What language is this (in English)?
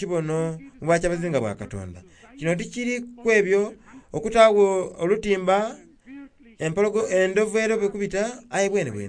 Soga